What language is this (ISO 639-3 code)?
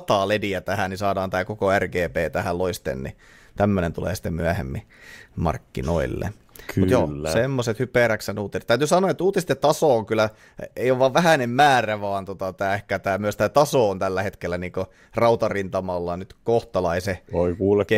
fin